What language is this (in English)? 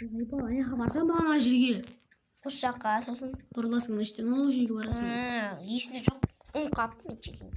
Kazakh